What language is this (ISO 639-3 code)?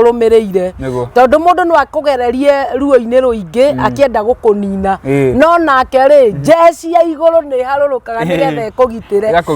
kik